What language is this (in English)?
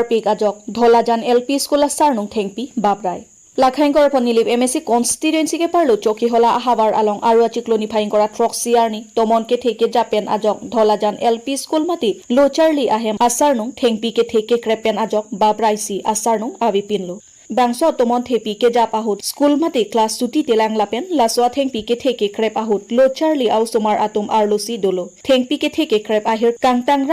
Karbi